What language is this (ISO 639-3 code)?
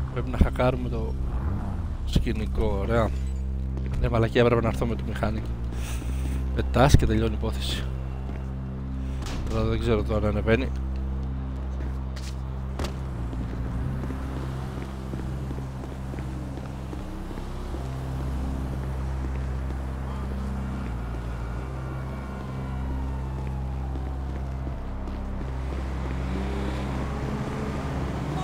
ell